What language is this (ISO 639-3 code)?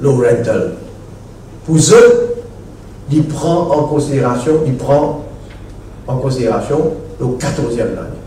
mfe